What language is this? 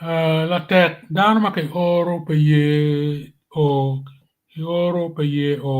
Acoli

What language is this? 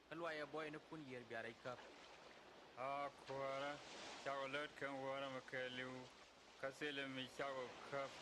Nuer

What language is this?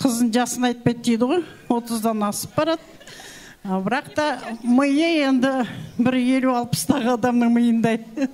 Kazakh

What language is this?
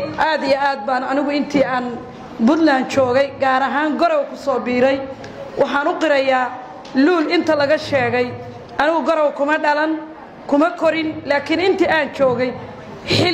Somali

